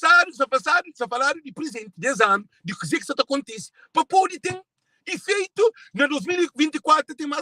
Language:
Kabuverdianu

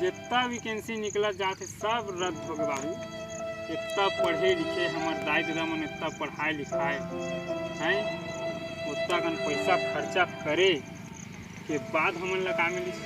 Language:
Chhattisgarhi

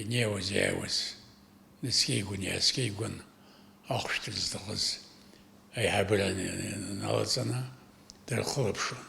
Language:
Abkhazian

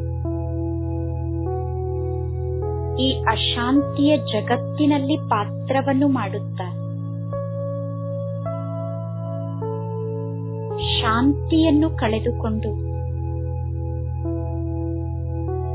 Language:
Kannada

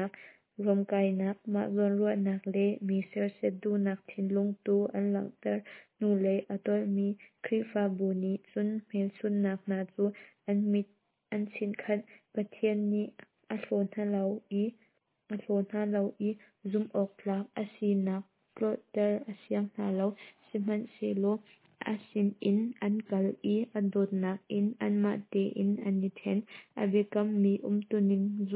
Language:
Hakha Chin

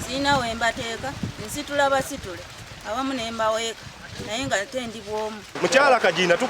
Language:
Ganda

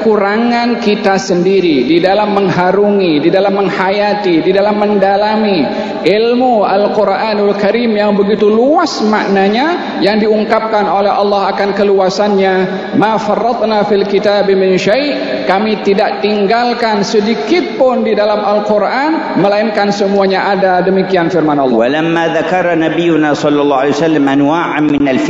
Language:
Malay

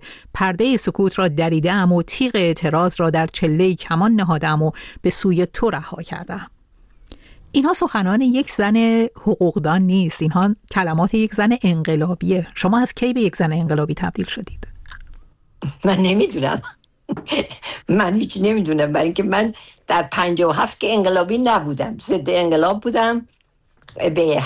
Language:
Persian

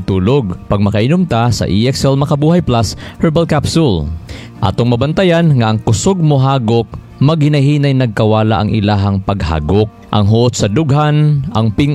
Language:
Cebuano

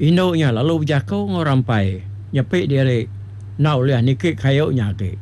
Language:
Iban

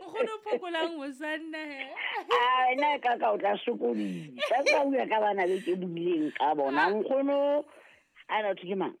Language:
Southern Sotho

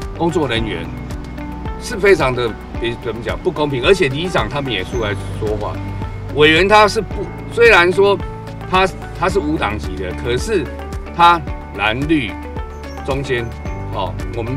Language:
Chinese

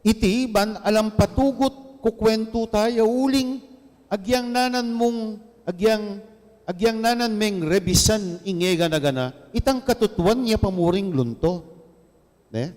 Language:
Pampanga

